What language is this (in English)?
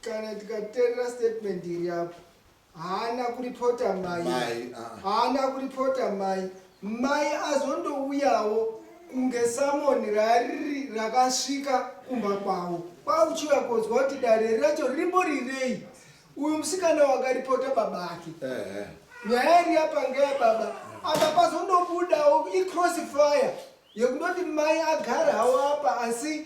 Shona